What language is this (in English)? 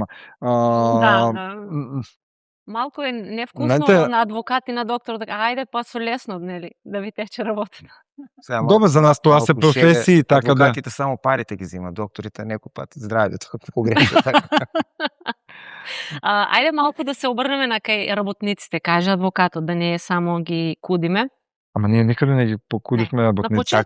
Macedonian